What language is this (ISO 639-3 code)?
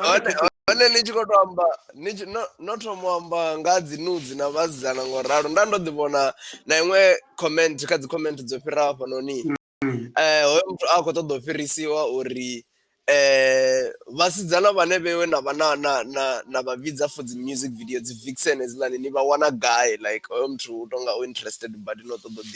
ven